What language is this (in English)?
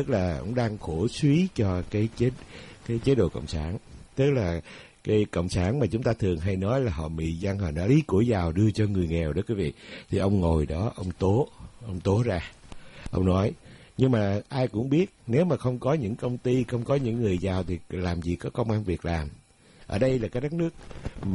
Vietnamese